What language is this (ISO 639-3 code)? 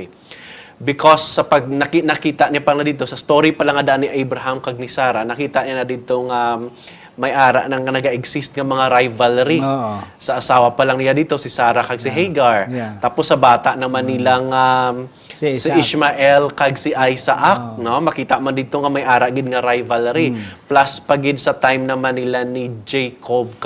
hil